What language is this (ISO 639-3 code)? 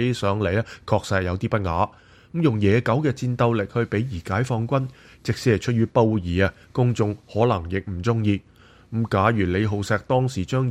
yue